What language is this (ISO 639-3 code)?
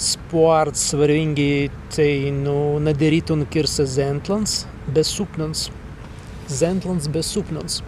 prg